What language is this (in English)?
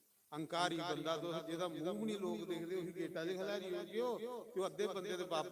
Dogri